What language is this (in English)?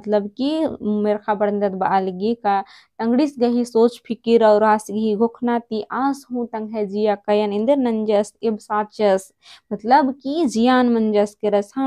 Kurukh